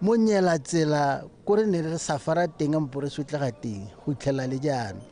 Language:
Tswana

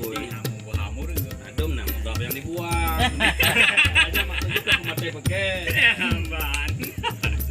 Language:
Achinese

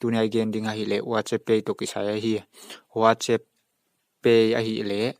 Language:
Paite Chin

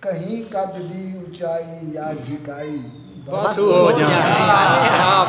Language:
Saraiki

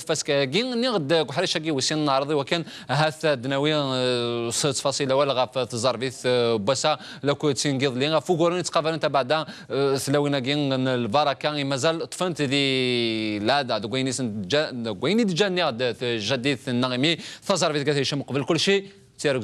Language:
Kabyle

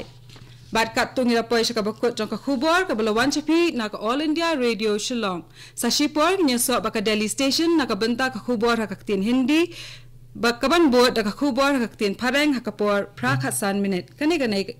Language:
Khasi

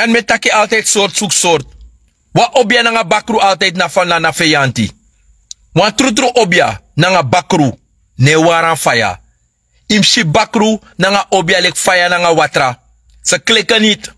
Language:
Sranan Tongo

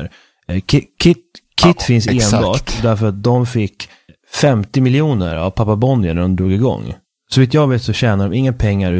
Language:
Swedish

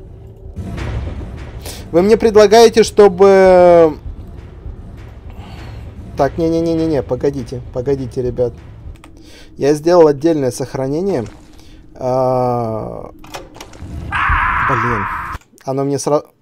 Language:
Russian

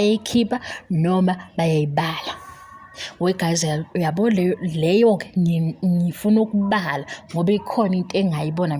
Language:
Zulu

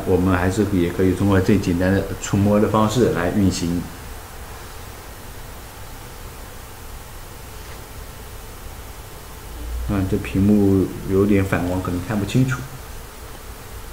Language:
Chinese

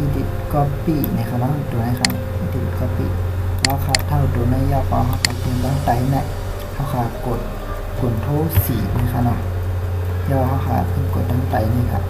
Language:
Shan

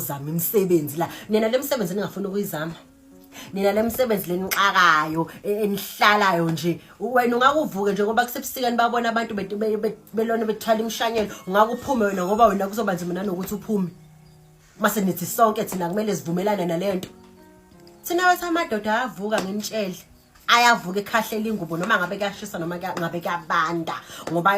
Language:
Zulu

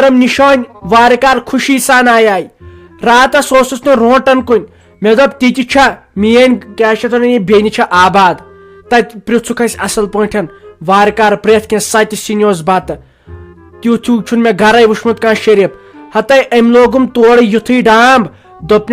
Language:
Kashmiri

